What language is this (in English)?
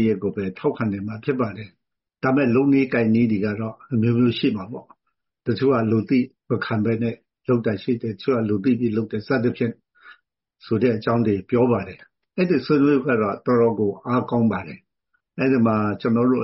Burmese